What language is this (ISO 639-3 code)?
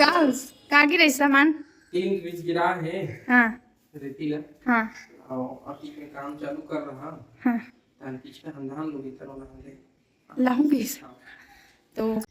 hne